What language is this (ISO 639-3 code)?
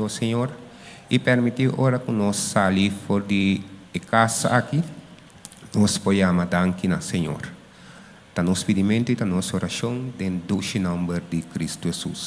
pap